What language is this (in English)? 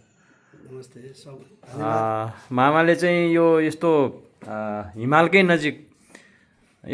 Nepali